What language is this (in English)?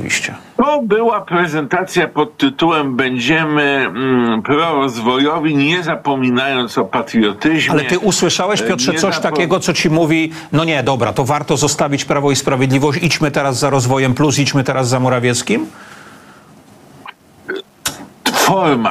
Polish